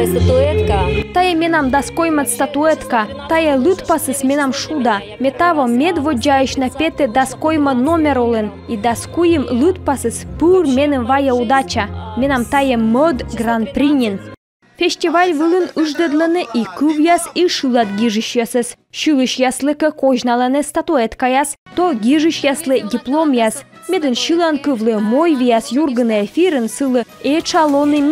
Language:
Komi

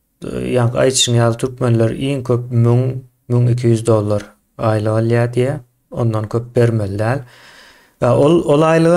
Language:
Turkmen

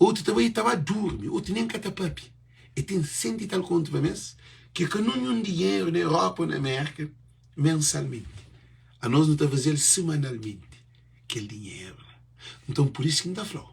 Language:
Kabuverdianu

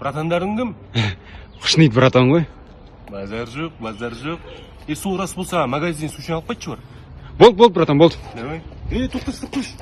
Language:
Kazakh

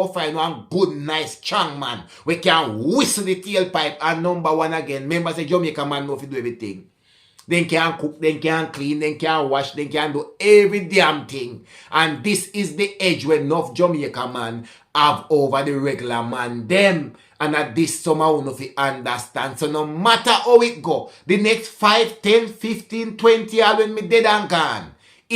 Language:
Jamaican Creole English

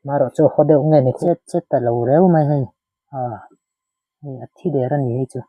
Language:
Mizo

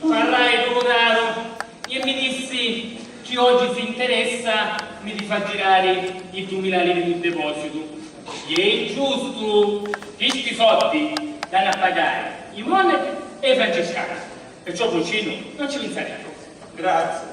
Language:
Sicilian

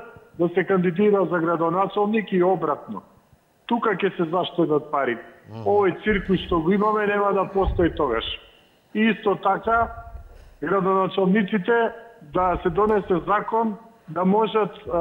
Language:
Macedonian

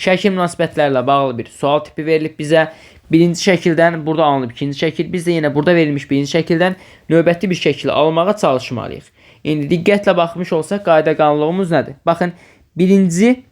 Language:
Azerbaijani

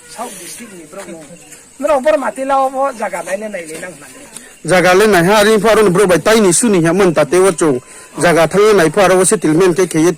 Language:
Riang (India)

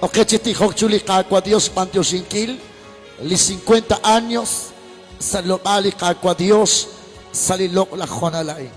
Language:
Kekchí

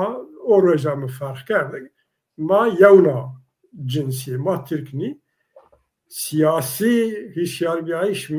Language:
Zaza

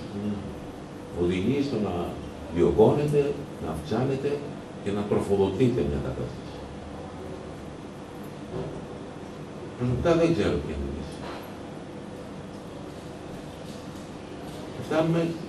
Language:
Greek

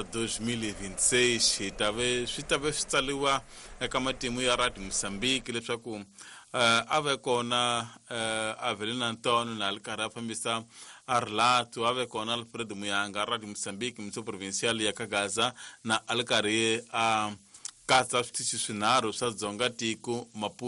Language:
Tsonga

